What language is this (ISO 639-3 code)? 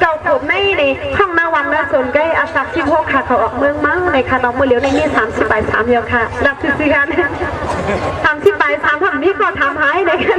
shn